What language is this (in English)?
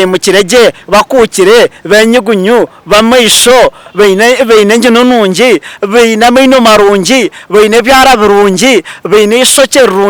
Nyankole